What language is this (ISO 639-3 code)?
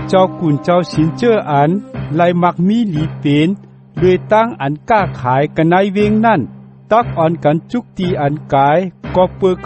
shn